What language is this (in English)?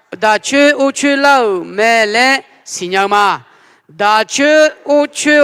Akha